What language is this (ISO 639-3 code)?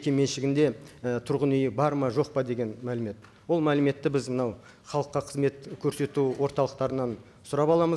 kaz